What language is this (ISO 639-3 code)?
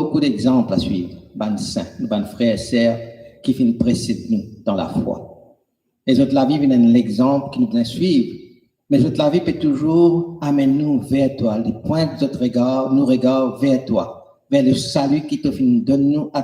mfe